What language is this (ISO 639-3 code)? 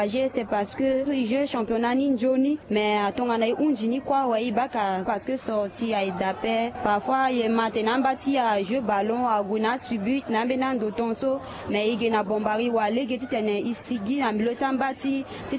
sag